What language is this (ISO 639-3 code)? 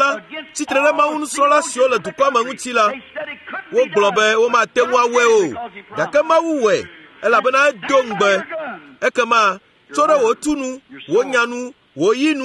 ewe